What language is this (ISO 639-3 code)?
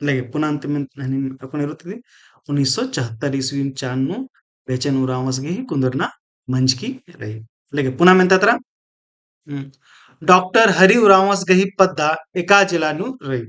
kru